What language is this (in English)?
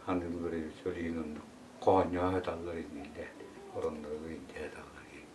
Yakut